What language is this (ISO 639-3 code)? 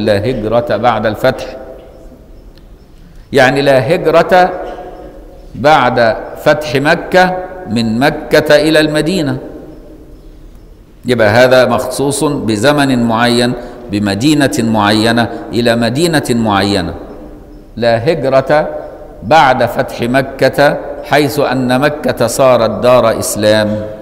ara